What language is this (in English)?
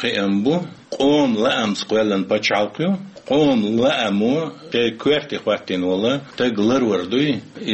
Chechen